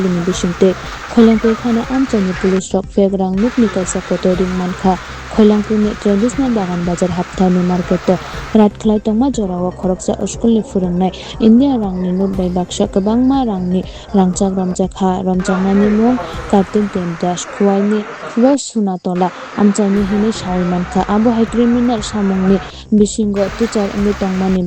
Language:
Kok Borok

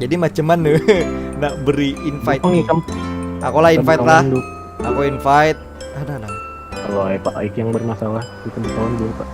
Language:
Banjar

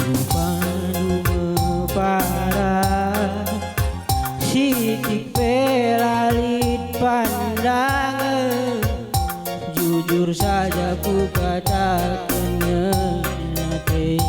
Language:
Batak Karo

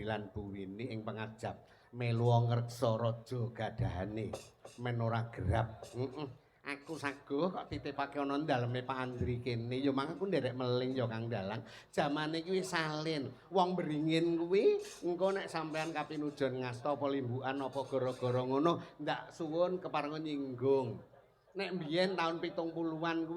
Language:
Javanese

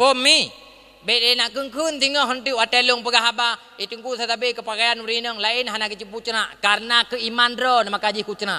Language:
Achinese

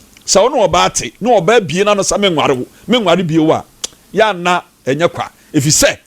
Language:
Akan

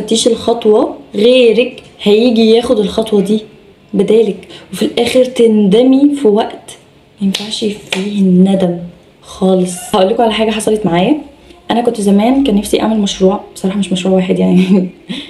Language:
Egyptian Arabic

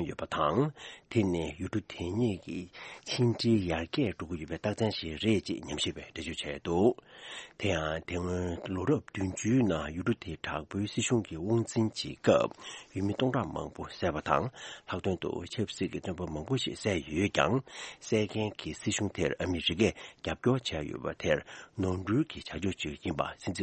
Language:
Tibetan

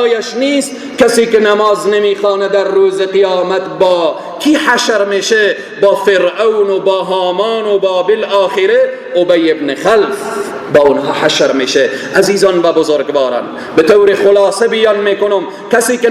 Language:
Persian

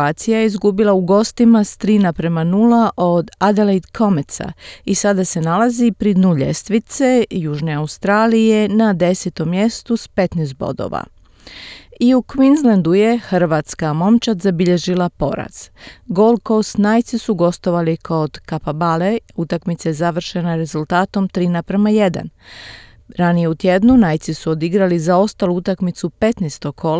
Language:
Croatian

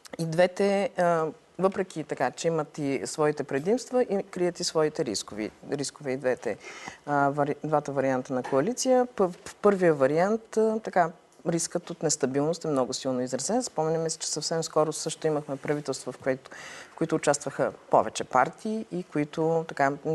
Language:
Bulgarian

